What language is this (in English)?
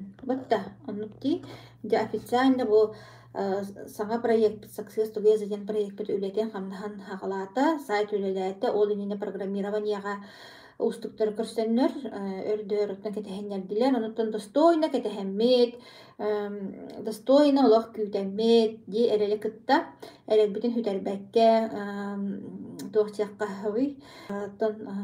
Yakut